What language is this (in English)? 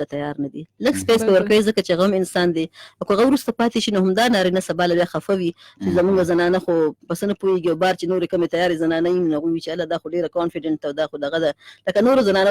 Pashto